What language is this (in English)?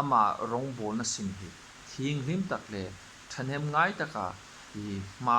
Hmar